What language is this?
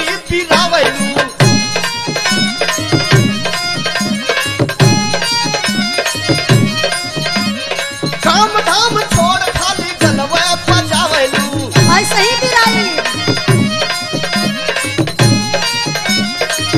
Bhojpuri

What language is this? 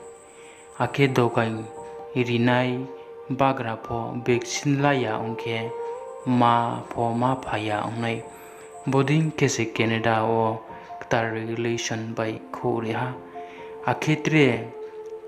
Riang (India)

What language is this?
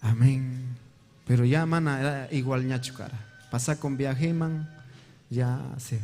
Ayacucho Quechua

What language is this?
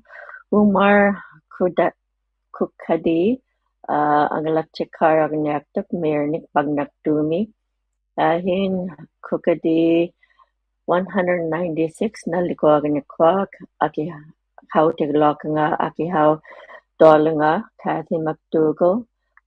Inuktitut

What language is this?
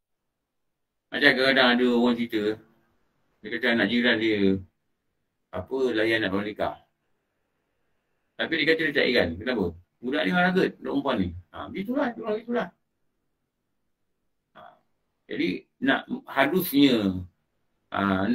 Malay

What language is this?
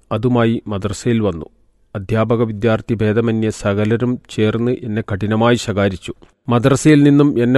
Malayalam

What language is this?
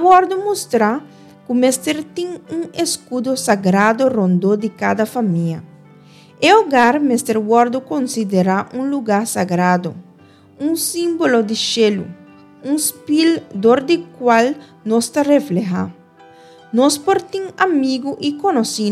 Papiamento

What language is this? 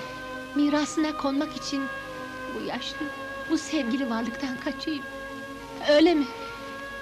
Turkish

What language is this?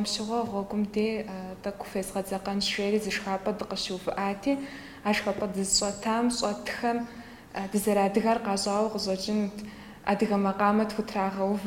Kabardian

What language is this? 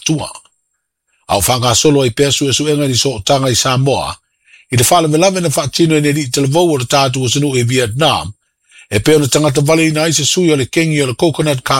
Samoan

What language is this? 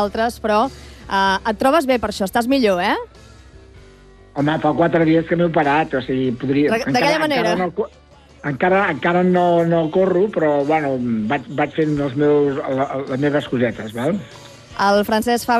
Catalan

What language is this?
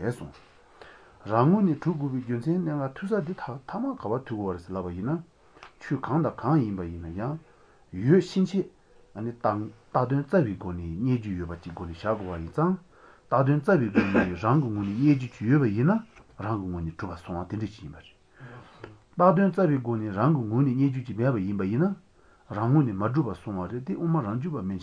Malagasy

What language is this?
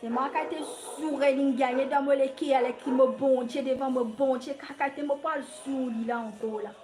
Morisyen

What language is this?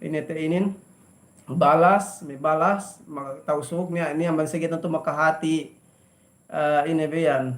Yakan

